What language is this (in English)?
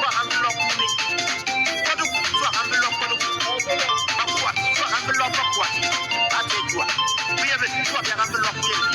Bimoba